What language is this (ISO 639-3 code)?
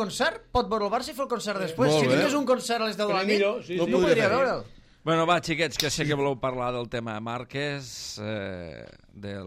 cat